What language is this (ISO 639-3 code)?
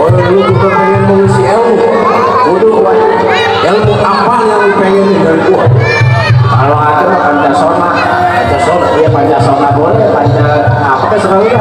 bew